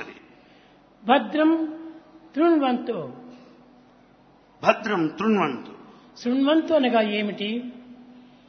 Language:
Telugu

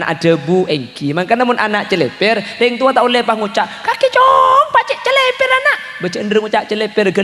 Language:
Madurese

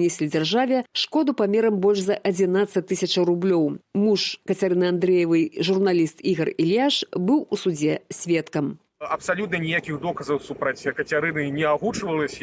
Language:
Belarusian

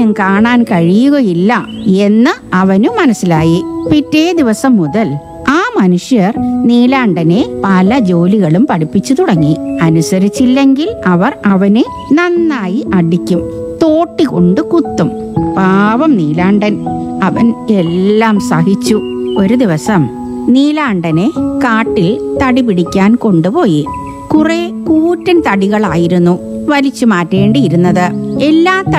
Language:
Malayalam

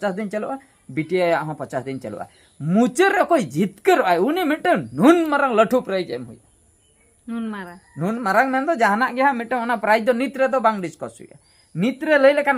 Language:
Santali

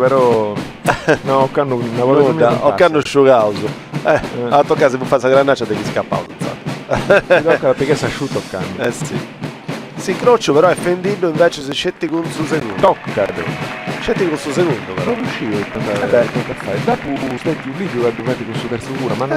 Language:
Sardinian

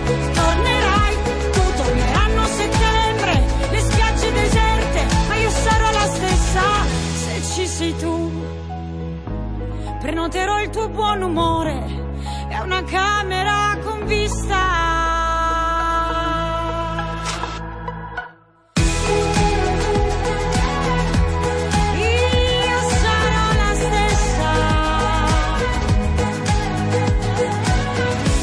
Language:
Italian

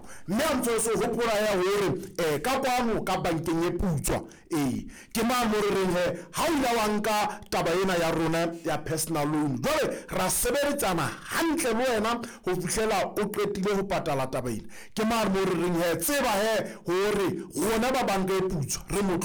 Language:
Southern Sotho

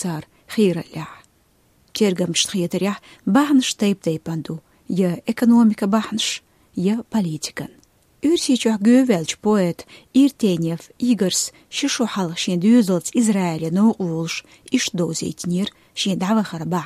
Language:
Chechen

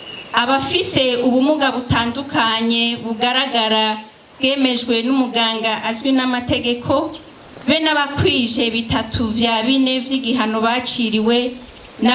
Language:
Rundi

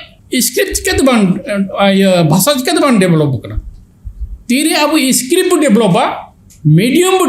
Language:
Santali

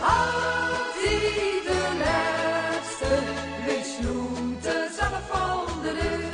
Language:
Limburgish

